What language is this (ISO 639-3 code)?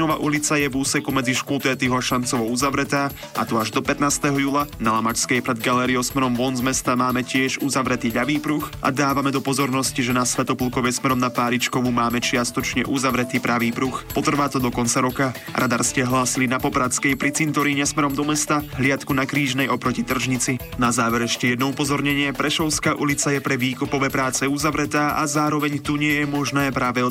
slk